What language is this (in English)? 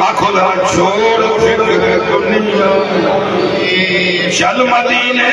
Saraiki